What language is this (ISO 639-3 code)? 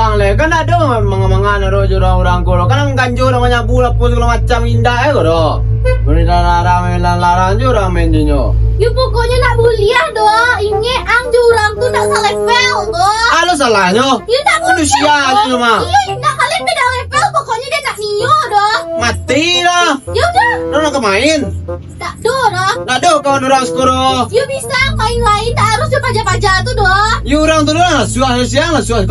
min